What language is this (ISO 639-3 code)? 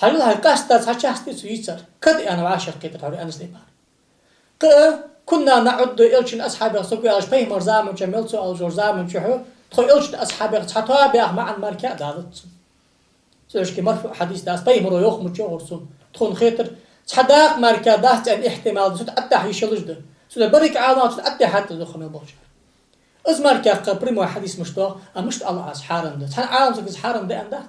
inh